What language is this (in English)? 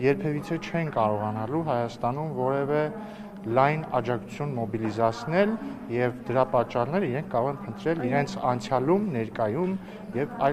Armenian